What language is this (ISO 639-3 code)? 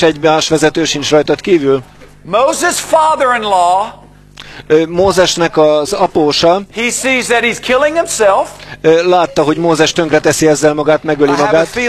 hun